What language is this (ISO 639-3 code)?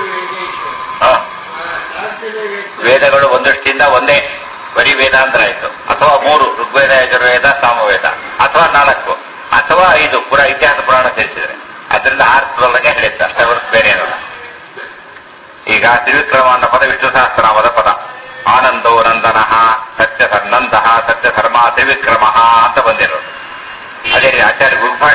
kan